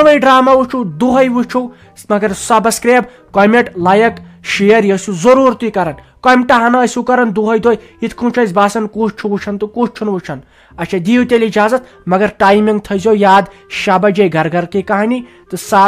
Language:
Kashmiri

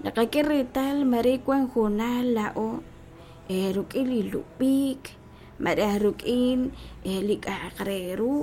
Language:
Kekchí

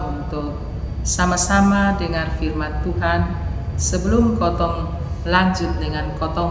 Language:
Kupang Malay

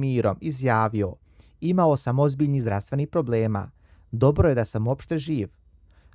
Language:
Bosnian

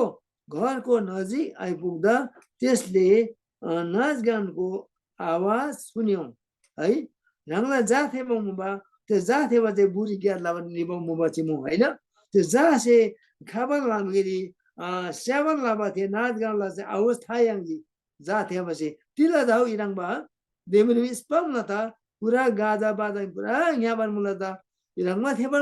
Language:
Eastern Tamang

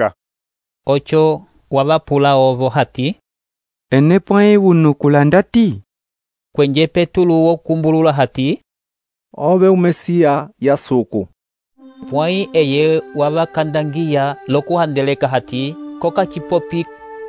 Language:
Umbundu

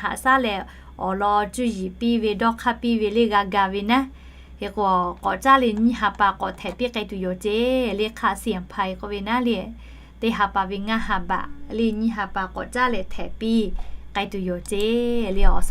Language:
Lahu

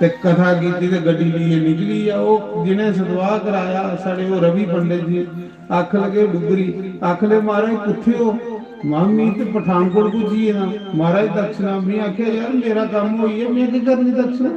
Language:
Dogri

